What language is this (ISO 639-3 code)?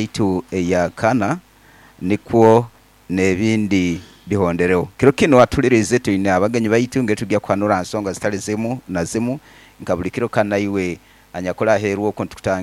nyo